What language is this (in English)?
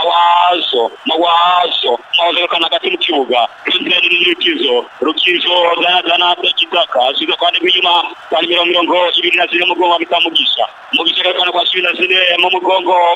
Rundi